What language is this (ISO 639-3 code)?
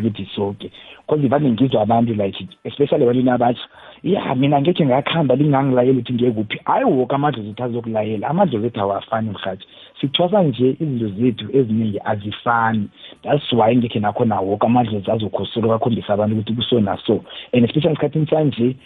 nbl